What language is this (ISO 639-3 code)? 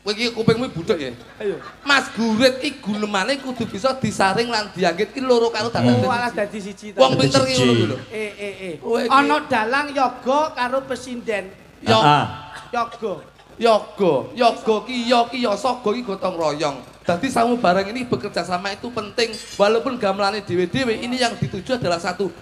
jav